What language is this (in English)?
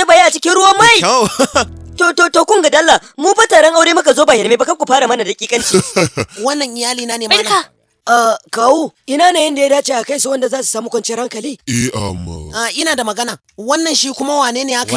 Hausa